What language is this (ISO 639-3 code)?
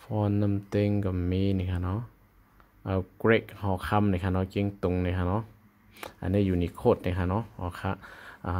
shn